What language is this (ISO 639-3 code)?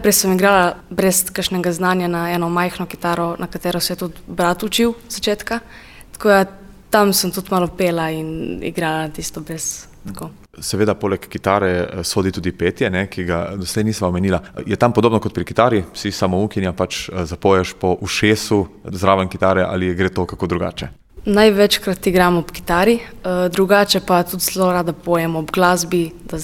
slv